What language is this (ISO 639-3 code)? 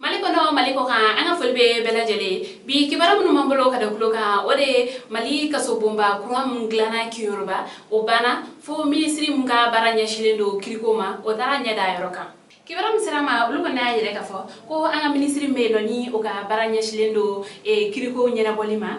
bam